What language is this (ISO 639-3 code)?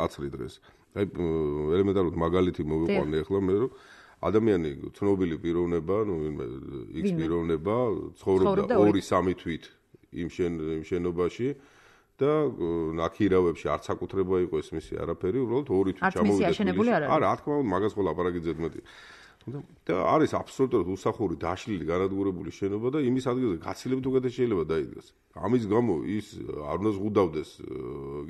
kat